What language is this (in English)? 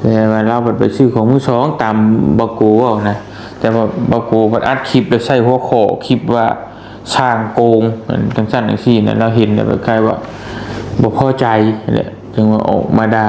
Northeastern Thai